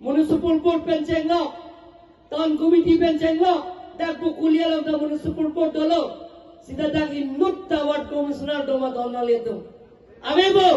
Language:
Karbi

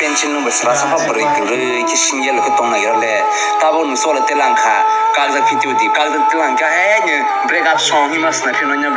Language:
Kok Borok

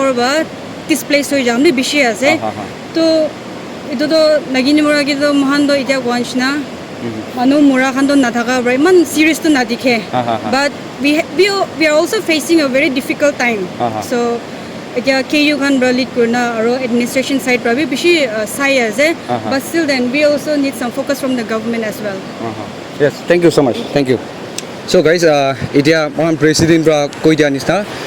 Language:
Naga Pidgin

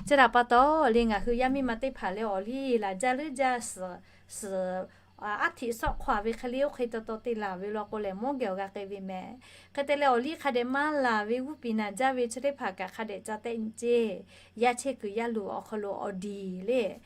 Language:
Lahu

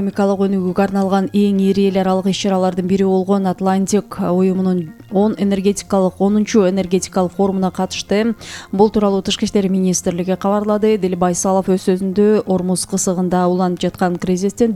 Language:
Kyrgyz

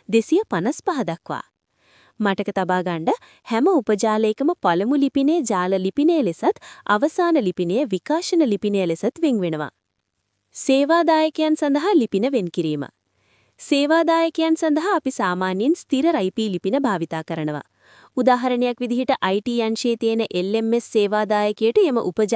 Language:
Sinhala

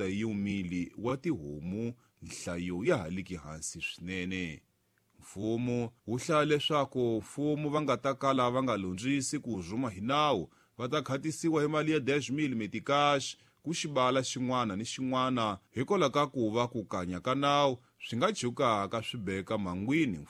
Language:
Tsonga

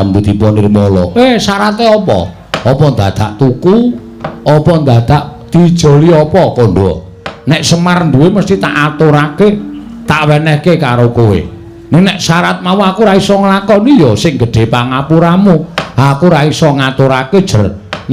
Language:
Javanese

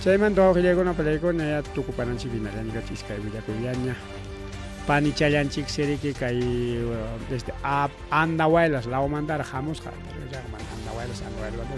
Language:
Ayacucho Quechua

